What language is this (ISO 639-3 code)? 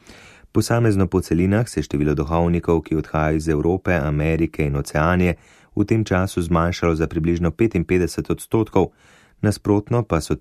slv